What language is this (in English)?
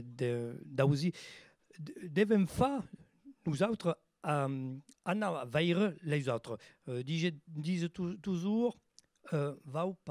Occitan